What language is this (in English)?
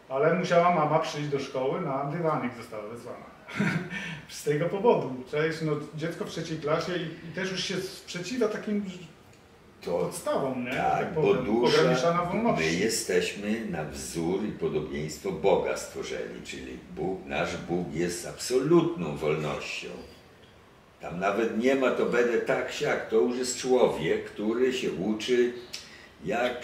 Polish